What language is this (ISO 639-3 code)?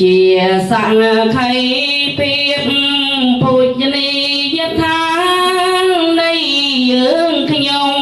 khm